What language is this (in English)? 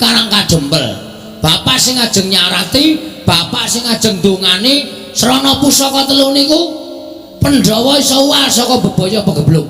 Javanese